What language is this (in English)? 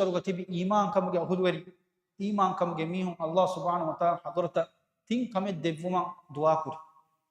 Divehi